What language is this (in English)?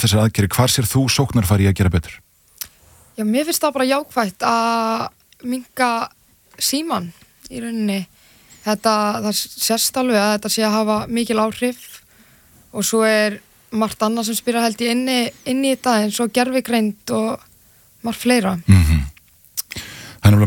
Icelandic